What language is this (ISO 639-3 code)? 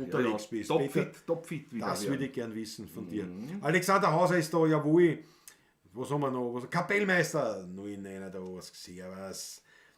bar